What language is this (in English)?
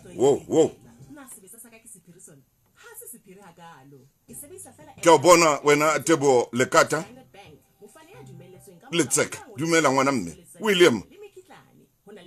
Southern Sotho